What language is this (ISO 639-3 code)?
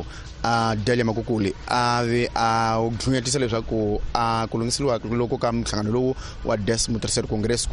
tso